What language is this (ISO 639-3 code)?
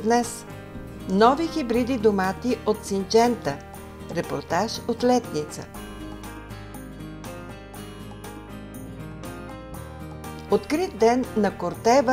bul